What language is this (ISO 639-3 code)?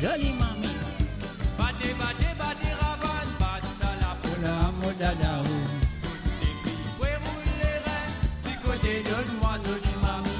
mfe